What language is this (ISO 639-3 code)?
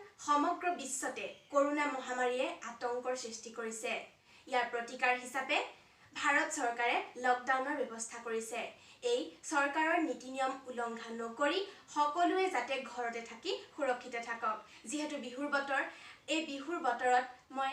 asm